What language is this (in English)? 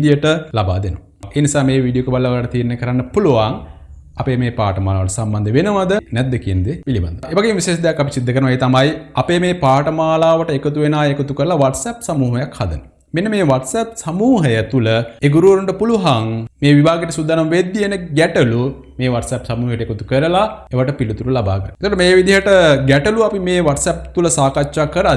Sinhala